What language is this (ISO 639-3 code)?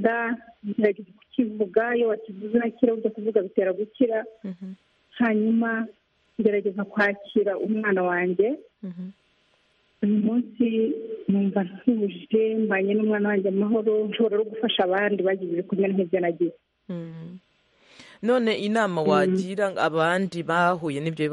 kin